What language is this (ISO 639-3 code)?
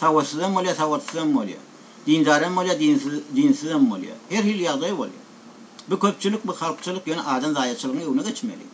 tuk